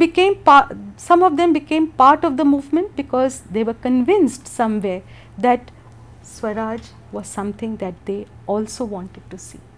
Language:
English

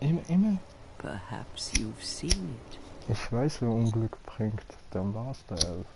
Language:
Swiss German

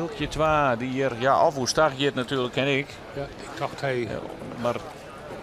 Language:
Western Frisian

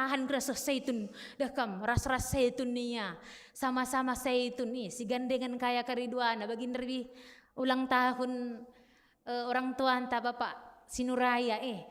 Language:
Batak Karo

